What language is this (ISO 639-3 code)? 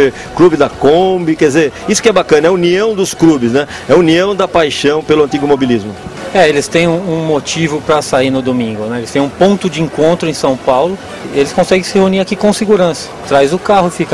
por